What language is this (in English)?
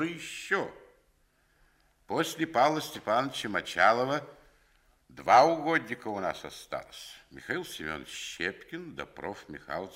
Russian